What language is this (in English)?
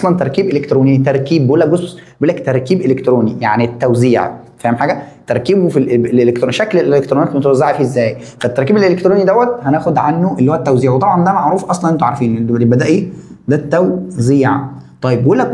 Egyptian Arabic